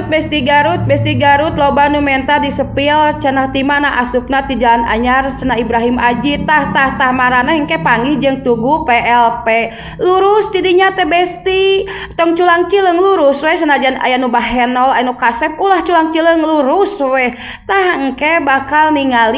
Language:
Sundanese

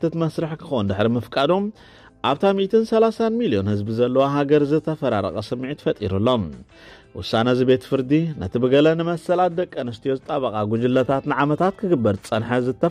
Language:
Tigrinya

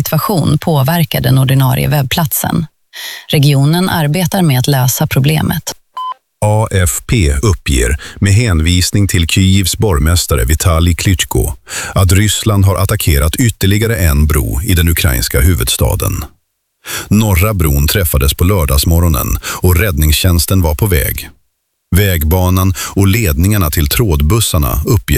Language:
Swedish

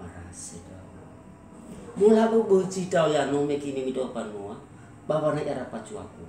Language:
Nias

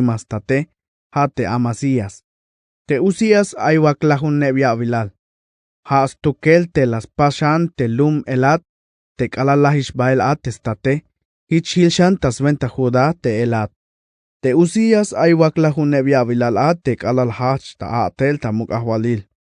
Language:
Tzeltal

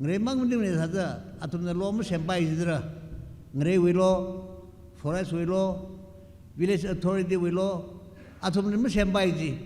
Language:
Tangkhul Naga (India)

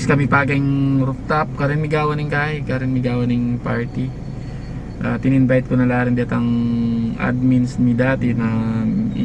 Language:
Pampanga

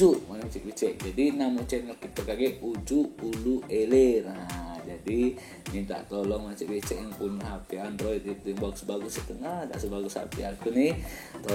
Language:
Musi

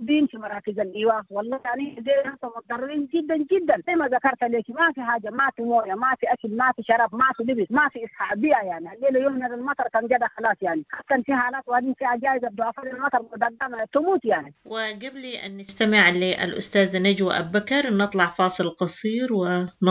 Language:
Sudanese Arabic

